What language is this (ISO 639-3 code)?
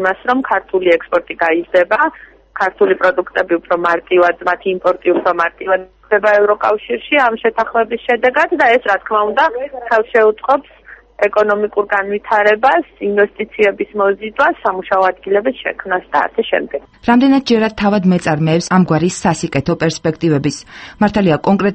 kat